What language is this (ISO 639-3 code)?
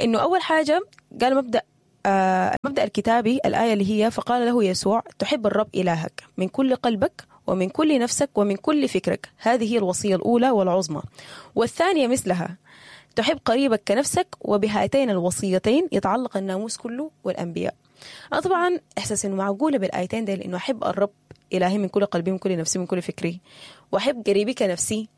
apd